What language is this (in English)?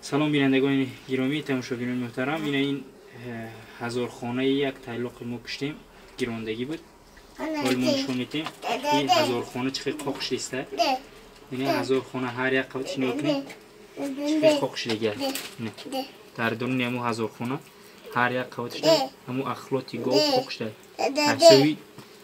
Tajik